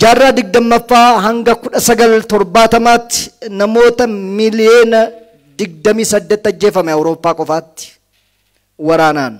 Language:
Oromo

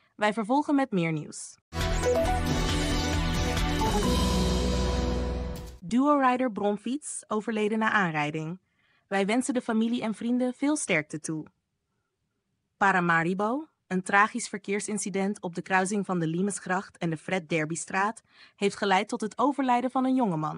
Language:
Dutch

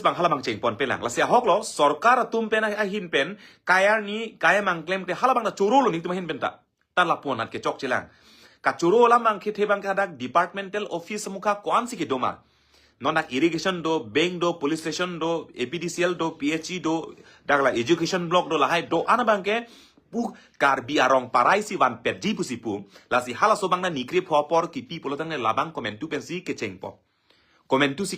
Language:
Karbi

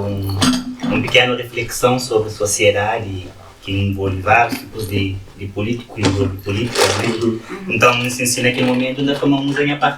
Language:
Kabuverdianu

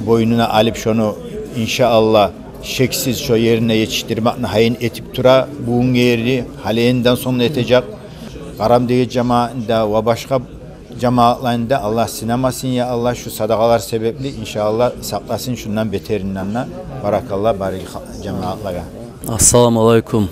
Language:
Kumyk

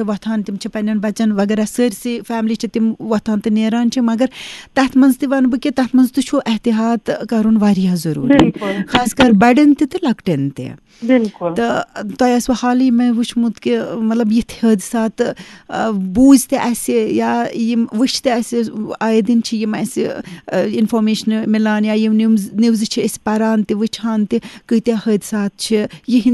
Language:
Kashmiri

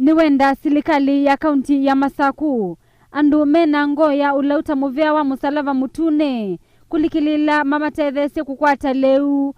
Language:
Kamba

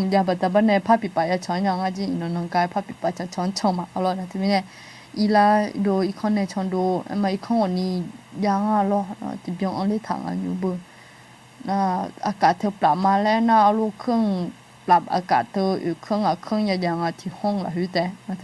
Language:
Akha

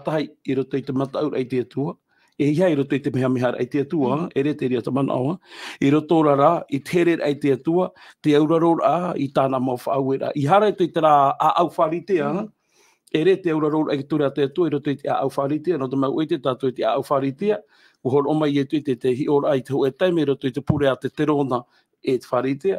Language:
Tahitian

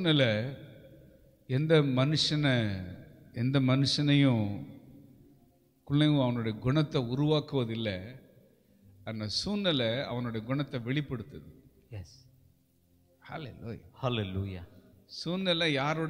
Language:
Tamil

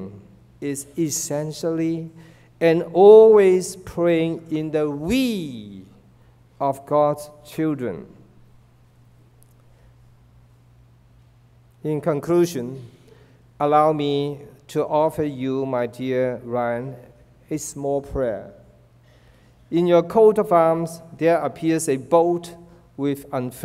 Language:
English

